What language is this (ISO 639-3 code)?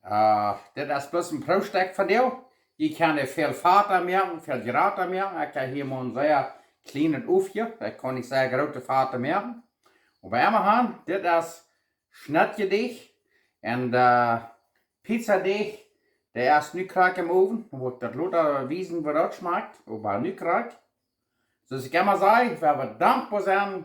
pdt